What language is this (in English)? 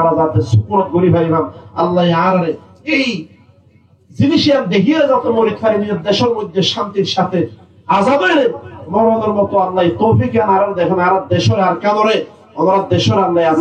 Rohingya